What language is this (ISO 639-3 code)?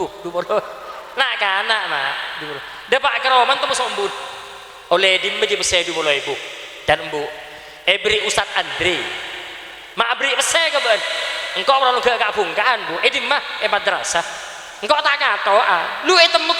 mad